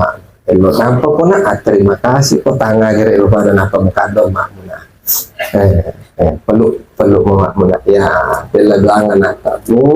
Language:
Buginese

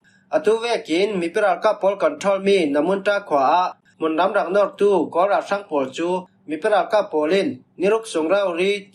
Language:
Falam Chin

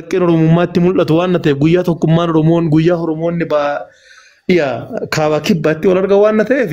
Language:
Oromo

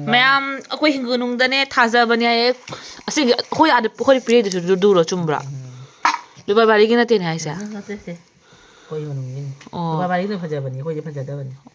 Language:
Manipuri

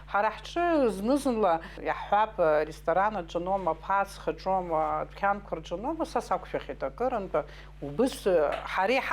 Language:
Abkhazian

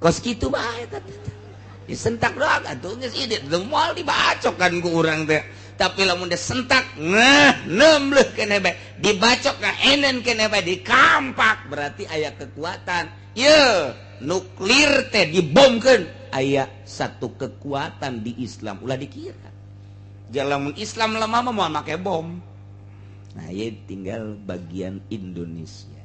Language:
Sundanese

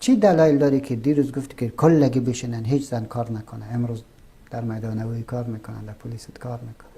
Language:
Persian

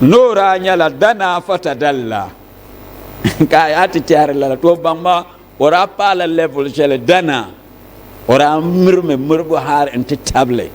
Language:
Dagbani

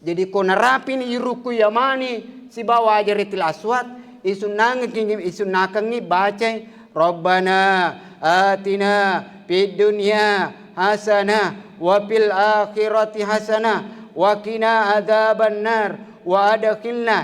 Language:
Buginese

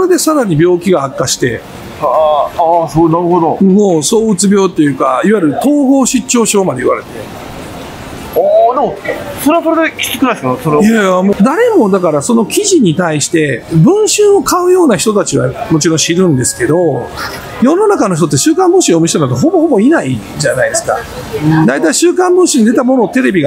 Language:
Japanese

